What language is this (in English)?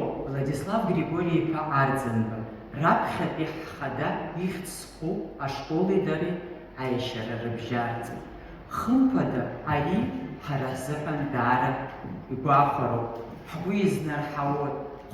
Abkhazian